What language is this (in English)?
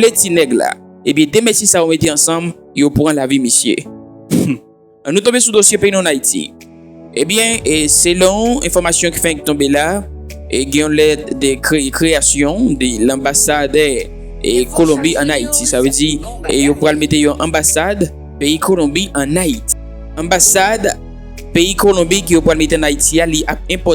Haitian Creole